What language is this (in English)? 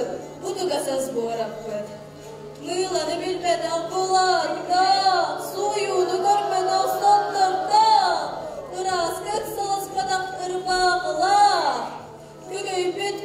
Yakut